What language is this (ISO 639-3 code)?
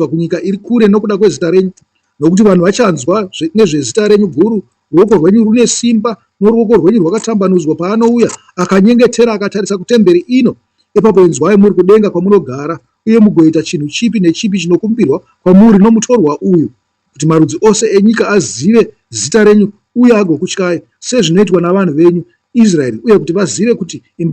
sna